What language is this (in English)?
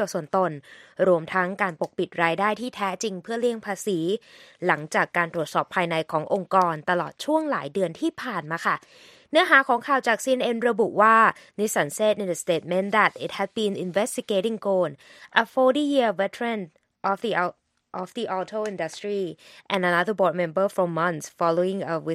Thai